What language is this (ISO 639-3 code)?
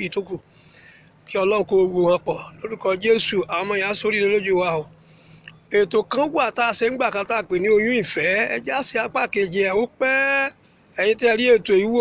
yor